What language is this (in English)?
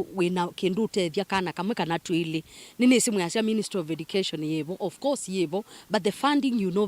Kamba